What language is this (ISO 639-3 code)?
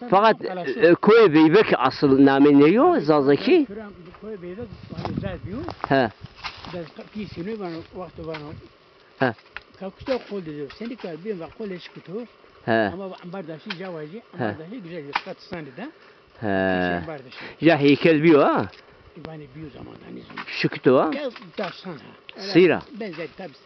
zza